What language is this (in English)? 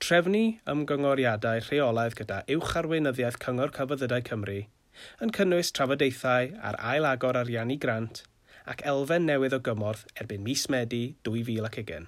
Welsh